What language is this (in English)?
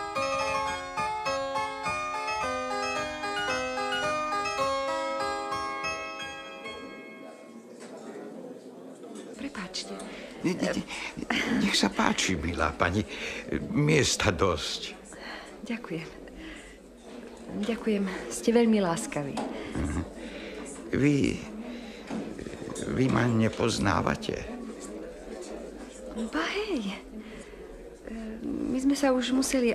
Slovak